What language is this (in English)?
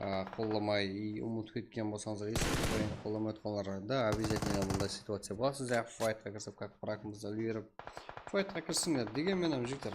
Kara-Kalpak